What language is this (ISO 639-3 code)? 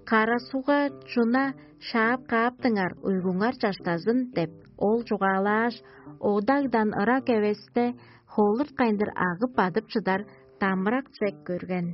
tyv